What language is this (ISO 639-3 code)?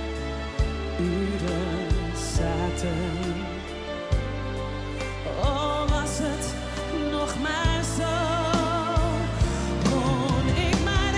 nld